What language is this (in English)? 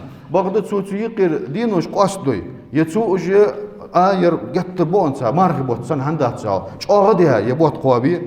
Ingush